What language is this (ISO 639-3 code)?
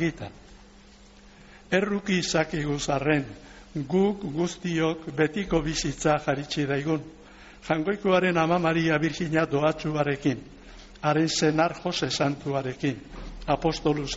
eus